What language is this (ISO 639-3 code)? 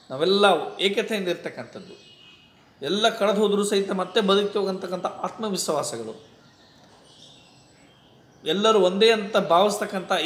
kan